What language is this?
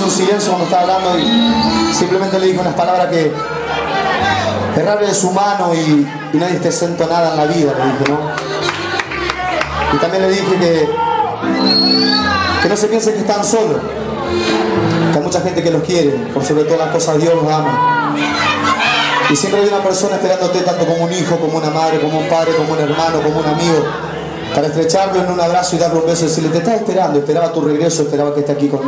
Spanish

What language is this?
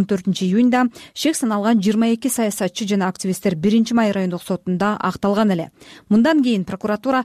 Kyrgyz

